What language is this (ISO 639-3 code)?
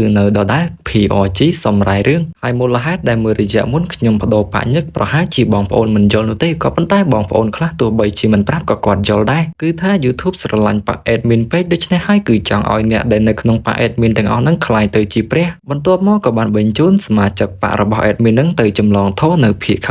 khm